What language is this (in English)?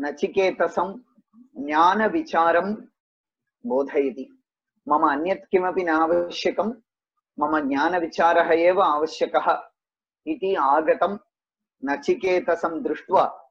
Sanskrit